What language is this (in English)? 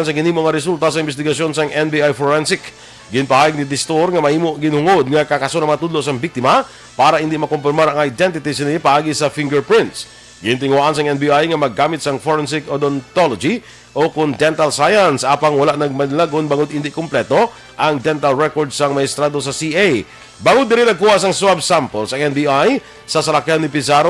Hiligaynon